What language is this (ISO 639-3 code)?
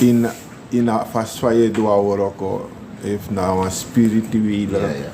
srn